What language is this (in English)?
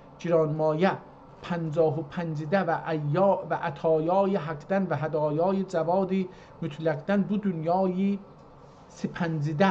South Azerbaijani